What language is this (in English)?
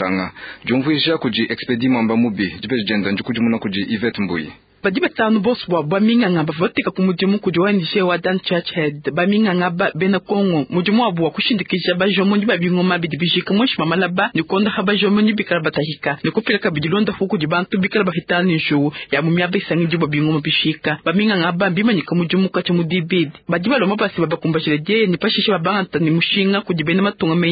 Luba-Lulua